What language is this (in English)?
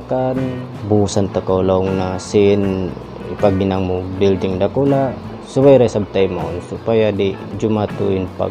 Tausug